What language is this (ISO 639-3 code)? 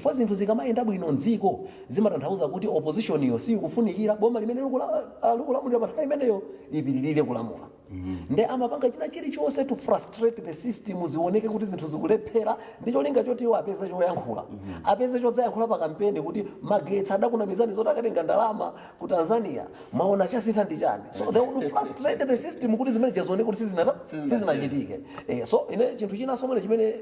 nya